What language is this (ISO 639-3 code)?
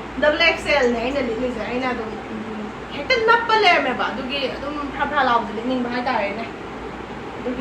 mni